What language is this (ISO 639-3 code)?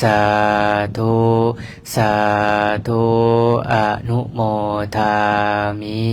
lao